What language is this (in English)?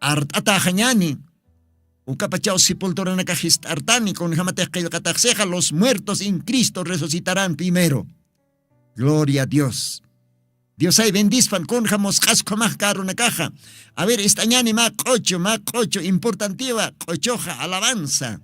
Aymara